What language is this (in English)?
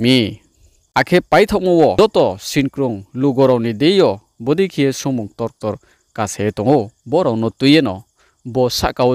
Riang (India)